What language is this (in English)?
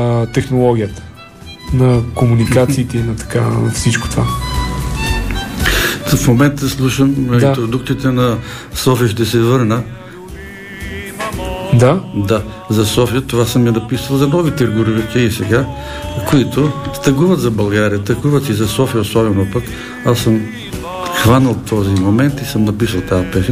Bulgarian